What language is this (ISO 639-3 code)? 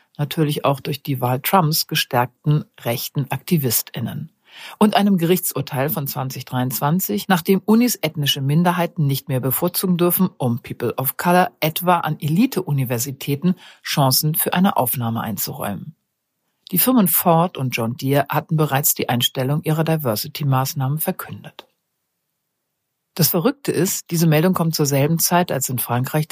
deu